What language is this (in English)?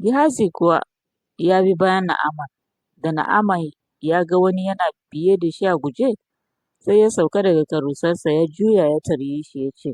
Hausa